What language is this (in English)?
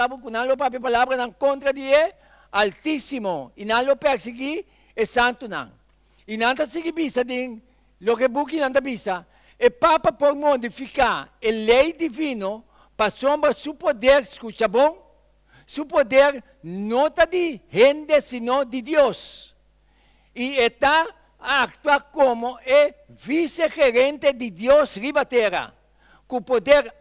Papiamento